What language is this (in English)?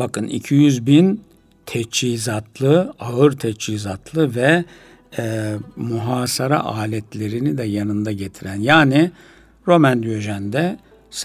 Turkish